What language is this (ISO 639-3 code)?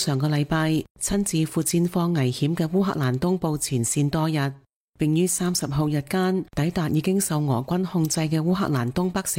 yue